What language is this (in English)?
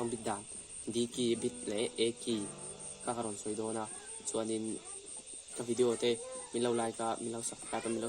Mizo